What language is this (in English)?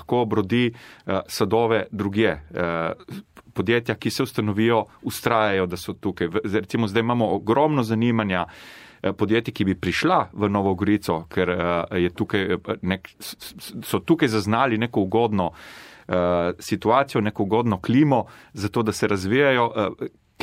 Slovenian